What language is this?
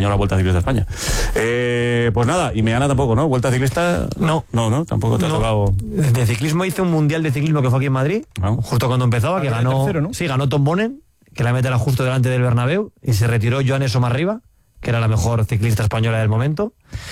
Spanish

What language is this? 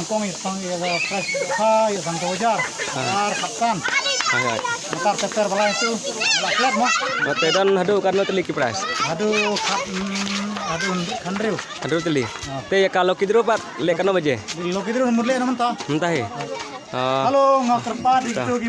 Khasi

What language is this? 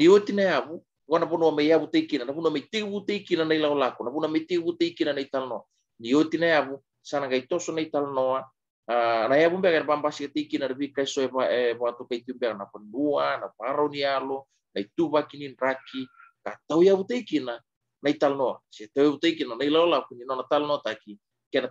Fijian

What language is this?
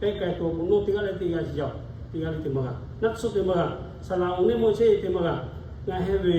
Lahu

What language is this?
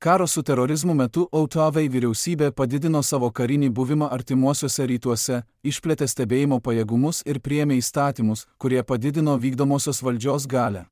Lithuanian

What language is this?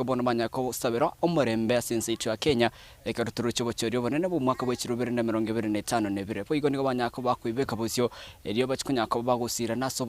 Gusii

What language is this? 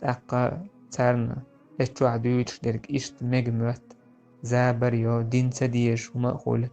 Chechen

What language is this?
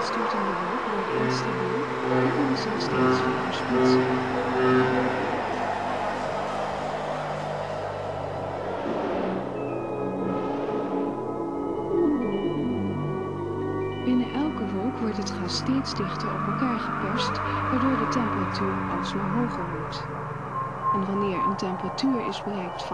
Dutch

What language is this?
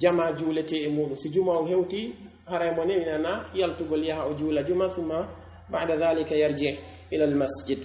Pular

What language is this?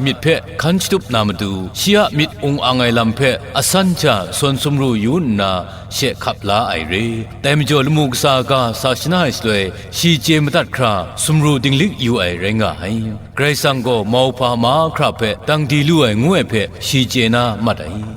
Kachin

